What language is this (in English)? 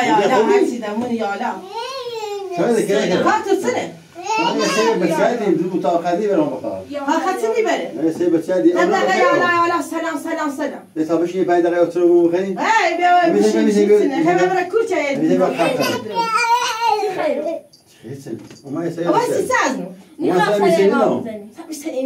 Persian